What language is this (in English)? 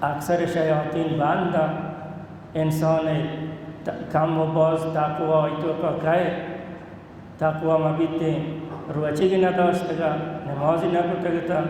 Baluchi